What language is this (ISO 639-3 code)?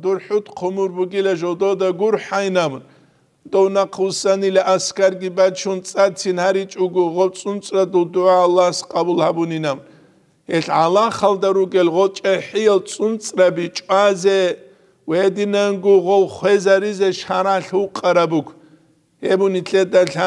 ava